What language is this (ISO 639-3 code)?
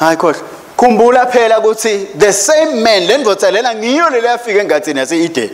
ssw